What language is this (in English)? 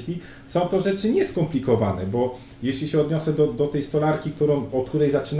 Polish